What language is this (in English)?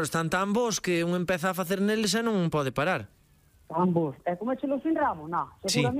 Galician